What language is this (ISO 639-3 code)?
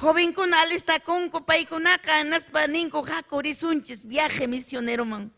quy